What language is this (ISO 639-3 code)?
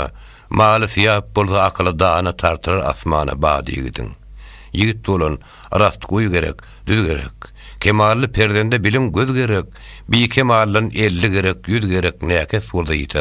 tuk